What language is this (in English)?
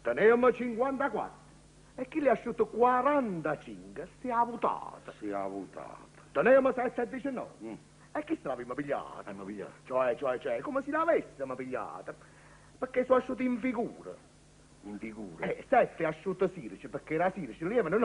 Neapolitan